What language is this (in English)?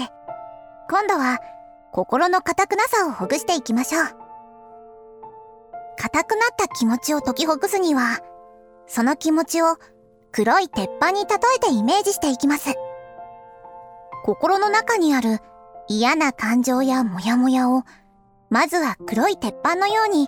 Japanese